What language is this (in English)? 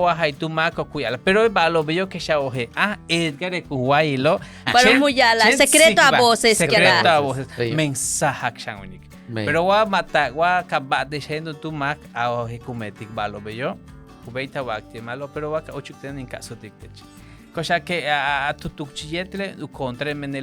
Yucateco